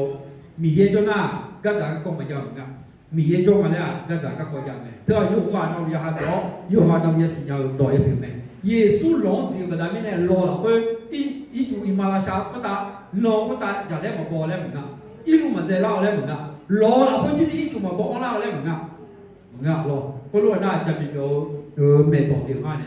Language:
Akha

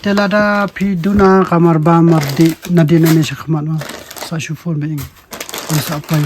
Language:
Khasi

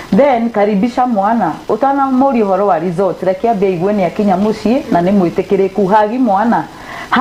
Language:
Kikuyu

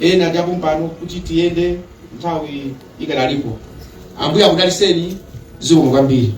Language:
Nyanja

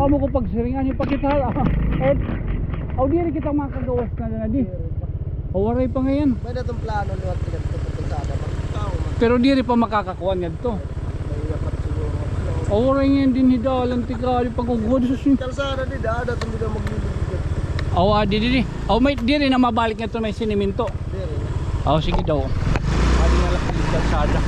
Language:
Waray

